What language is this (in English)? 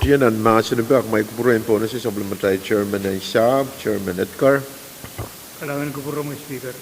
Pohnpeian